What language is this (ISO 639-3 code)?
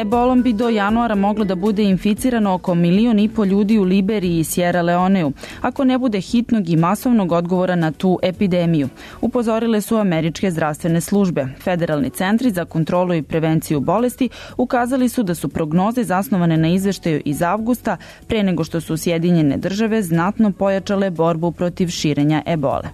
bos